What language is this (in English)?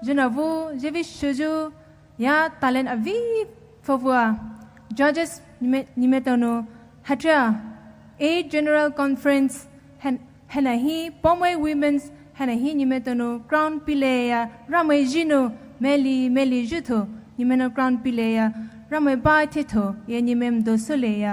Poumei Naga